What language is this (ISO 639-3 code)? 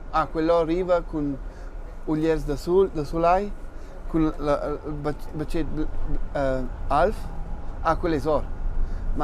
roh